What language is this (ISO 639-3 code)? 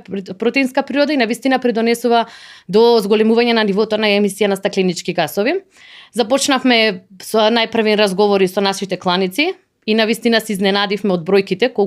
mkd